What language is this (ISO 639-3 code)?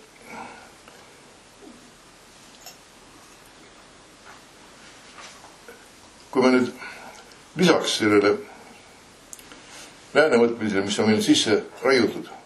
est